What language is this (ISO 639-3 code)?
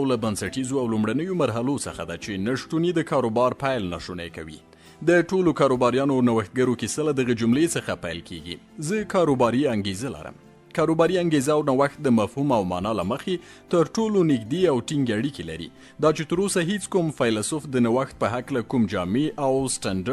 pus